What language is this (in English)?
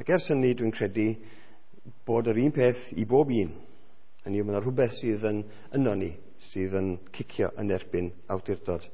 Welsh